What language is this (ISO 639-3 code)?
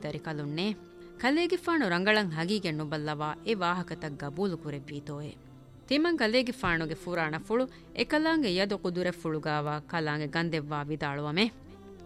div